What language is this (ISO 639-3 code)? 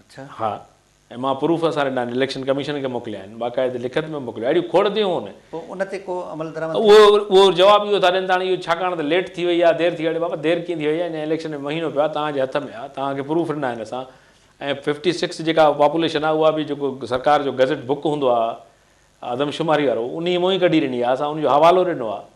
snd